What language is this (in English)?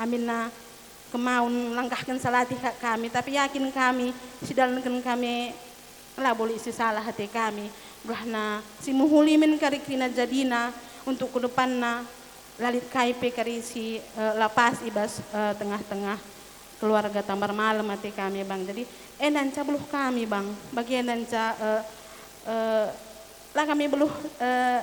Batak Karo